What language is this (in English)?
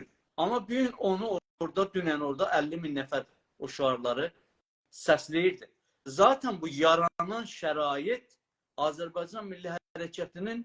South Azerbaijani